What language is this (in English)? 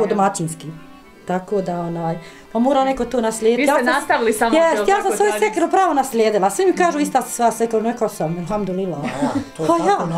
Bosnian